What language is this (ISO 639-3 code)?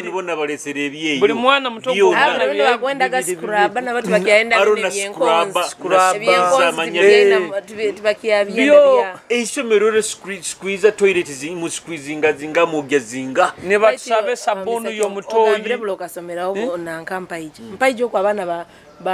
nyo